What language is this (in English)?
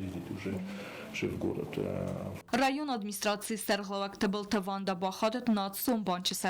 Ossetic